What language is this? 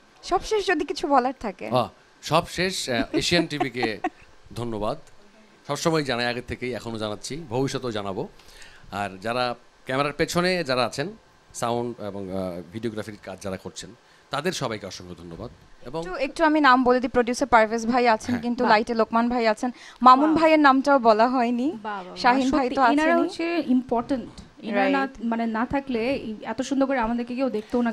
Bangla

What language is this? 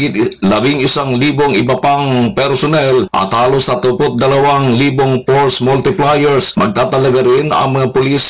Filipino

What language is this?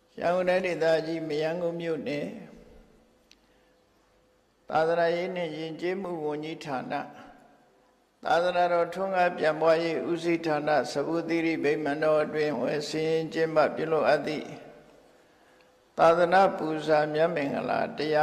Burmese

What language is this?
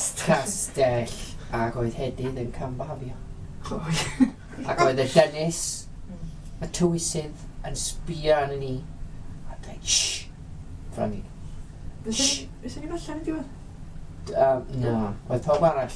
Welsh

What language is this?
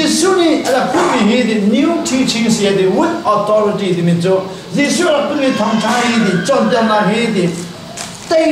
Hakha Chin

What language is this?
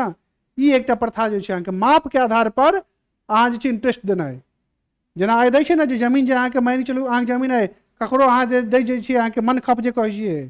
Maithili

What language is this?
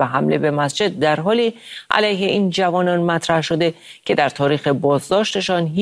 Persian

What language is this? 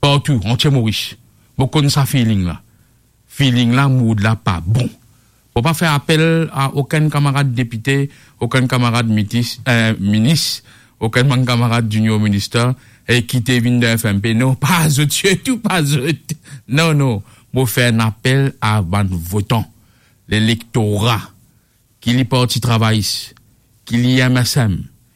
Morisyen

